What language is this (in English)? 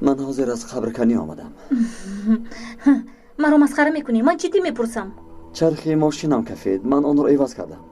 Tajik